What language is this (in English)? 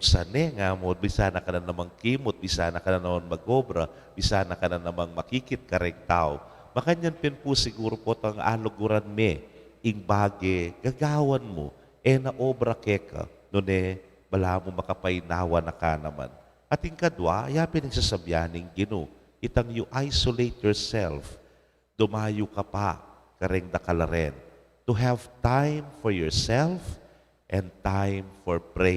Pampanga